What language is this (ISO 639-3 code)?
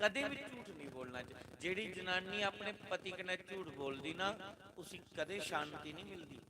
doi